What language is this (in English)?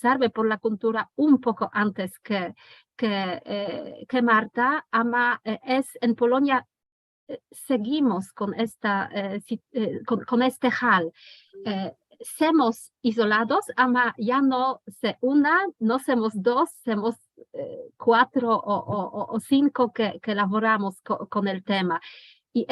Ladino